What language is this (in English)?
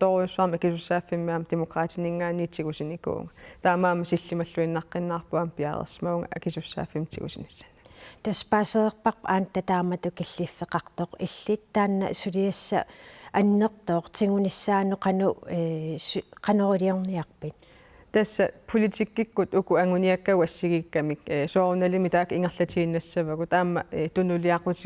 Kalaallisut